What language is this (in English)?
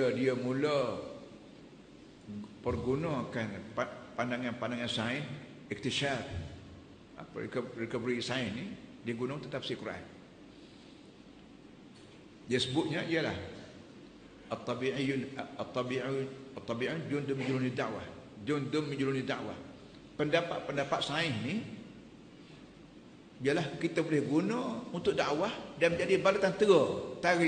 Malay